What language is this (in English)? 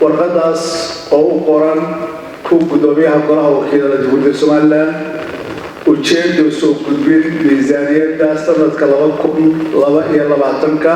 Somali